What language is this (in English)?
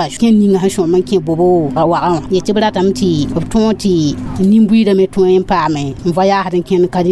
Mossi